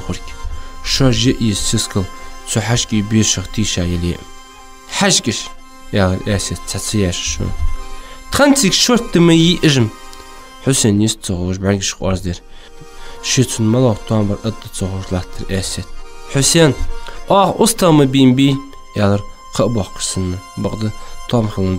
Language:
Ingush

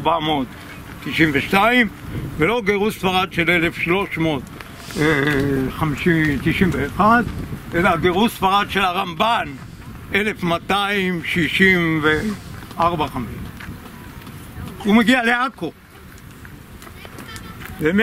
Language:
Hebrew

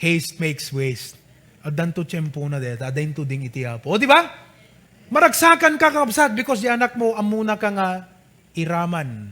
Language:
Iloko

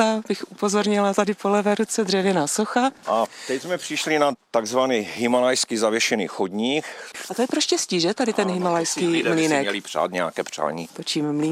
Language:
Czech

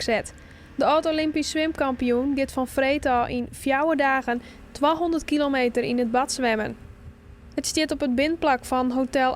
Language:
Western Frisian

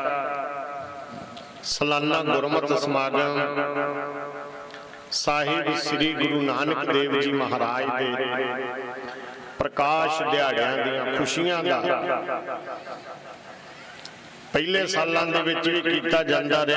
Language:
Punjabi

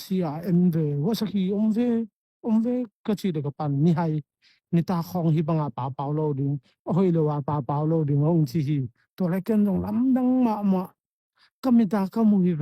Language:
Tedim Chin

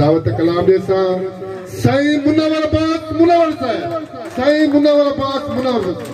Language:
Saraiki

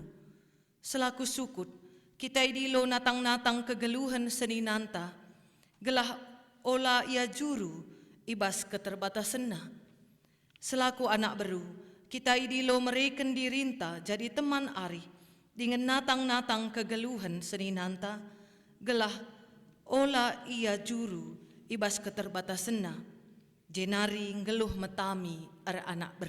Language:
Batak Karo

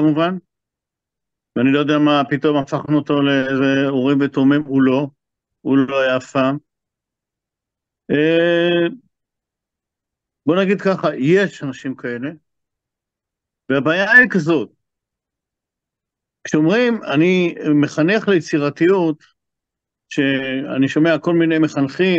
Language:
Hebrew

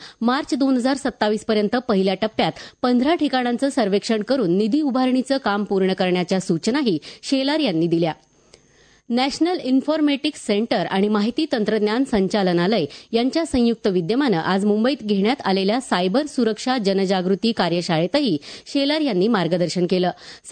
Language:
Marathi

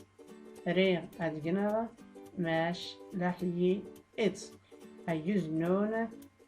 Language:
Tachelhit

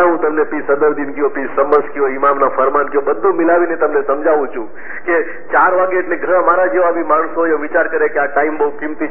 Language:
Gujarati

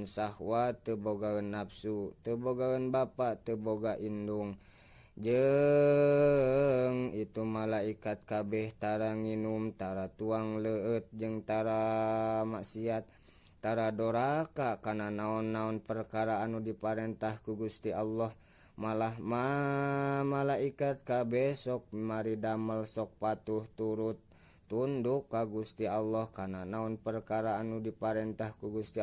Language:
Sundanese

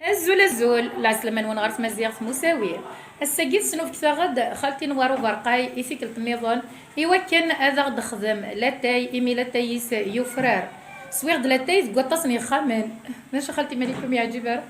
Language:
Kabyle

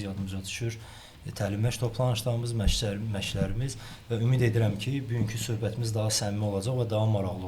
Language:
Azerbaijani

